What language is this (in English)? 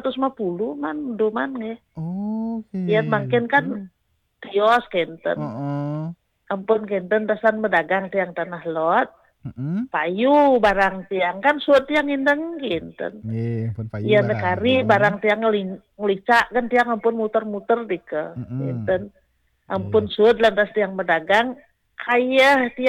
Balinese